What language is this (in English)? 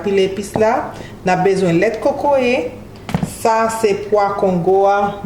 Haitian Creole